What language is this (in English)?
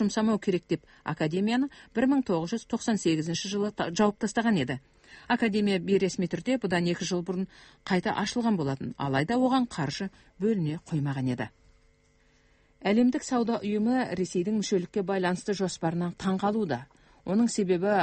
Kazakh